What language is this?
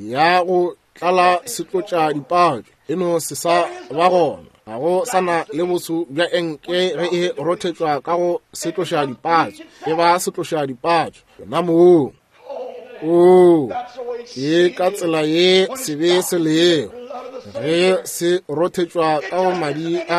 Northern Sotho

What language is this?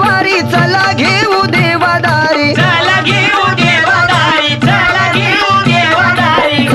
Marathi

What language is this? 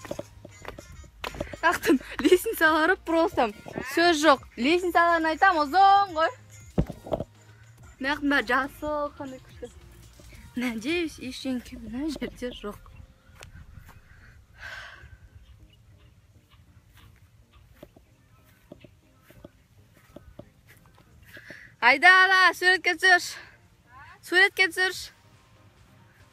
Kazakh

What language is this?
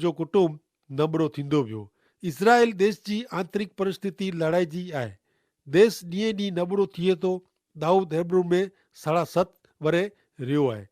Kachhi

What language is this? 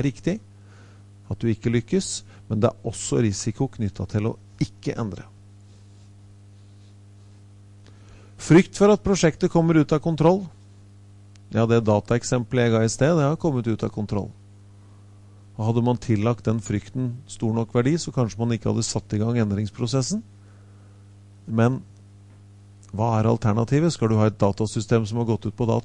Norwegian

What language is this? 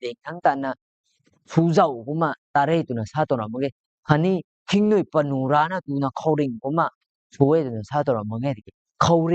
Rongmei Naga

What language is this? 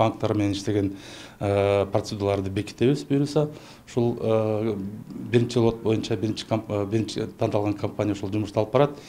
Kyrgyz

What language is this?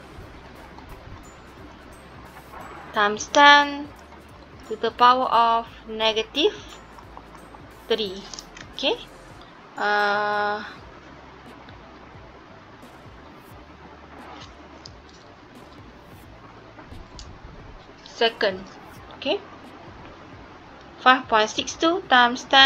Malay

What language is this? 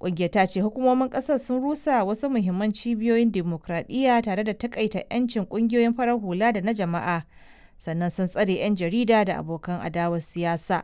Hausa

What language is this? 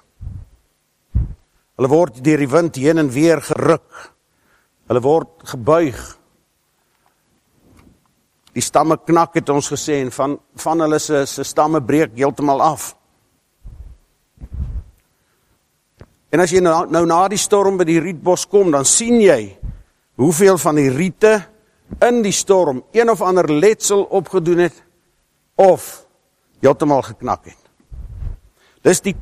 Afrikaans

